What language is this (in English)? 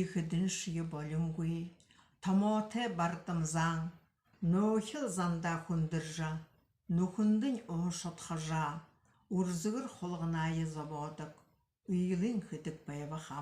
Buriat